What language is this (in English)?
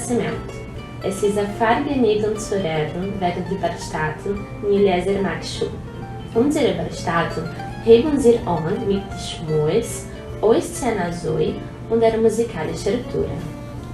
Yiddish